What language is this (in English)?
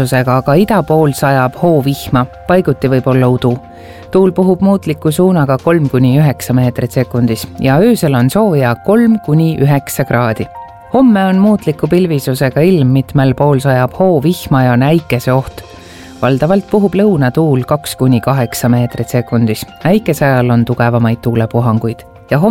Estonian